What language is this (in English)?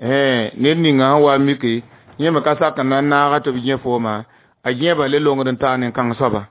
Mossi